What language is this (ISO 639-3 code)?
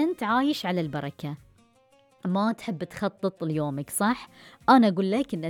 afb